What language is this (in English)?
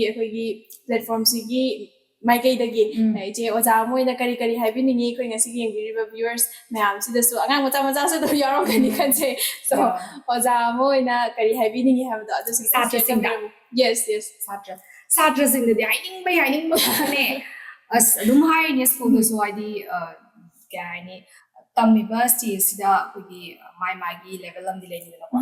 Manipuri